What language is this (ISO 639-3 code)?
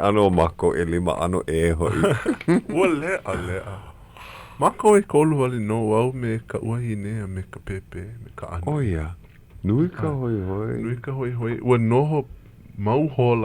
haw